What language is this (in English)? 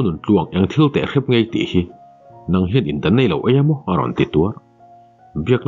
Mizo